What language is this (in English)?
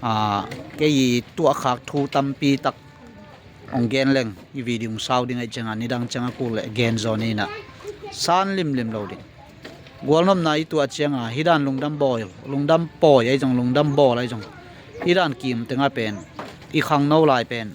Tedim Chin